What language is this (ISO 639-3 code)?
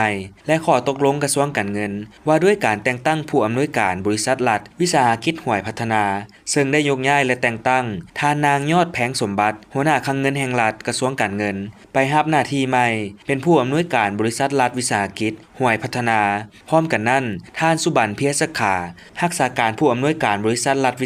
lao